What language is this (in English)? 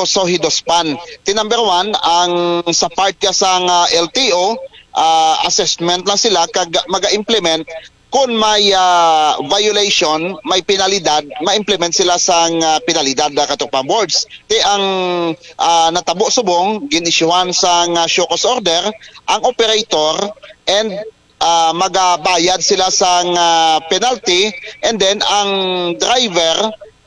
Hiligaynon